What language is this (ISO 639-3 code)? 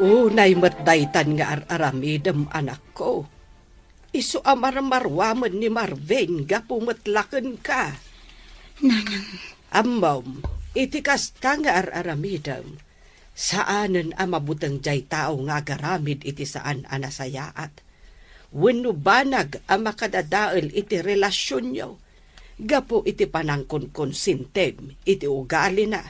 ilo